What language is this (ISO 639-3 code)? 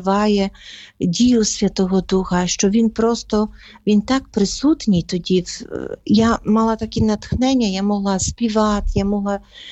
ukr